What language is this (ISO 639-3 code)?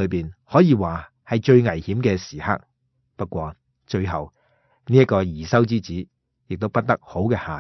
yue